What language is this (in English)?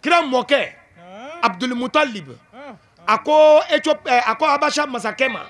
Bambara